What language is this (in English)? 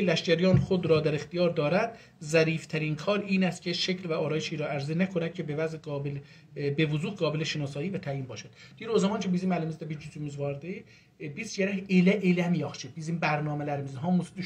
South Azerbaijani